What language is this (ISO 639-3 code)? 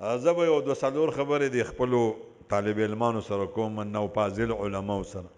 pus